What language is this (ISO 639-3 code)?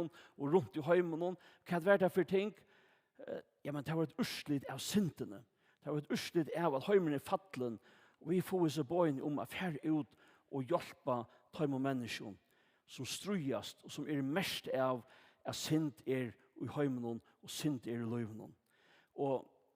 fao